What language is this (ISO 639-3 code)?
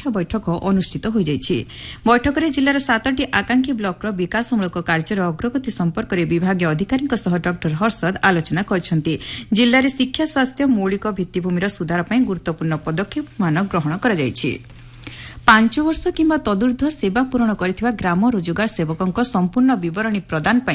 ori